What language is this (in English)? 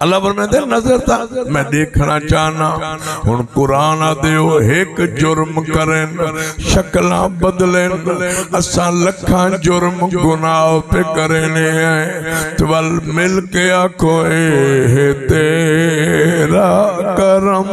Saraiki